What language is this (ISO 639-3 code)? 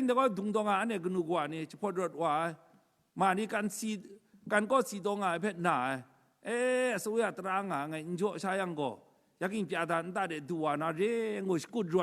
kac